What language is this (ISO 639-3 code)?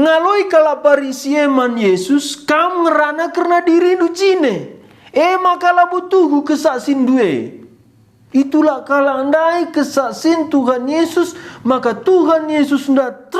btx